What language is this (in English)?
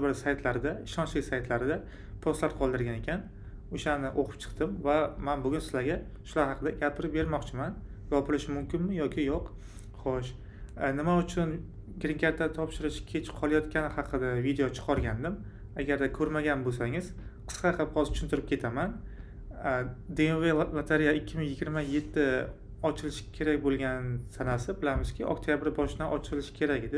Uzbek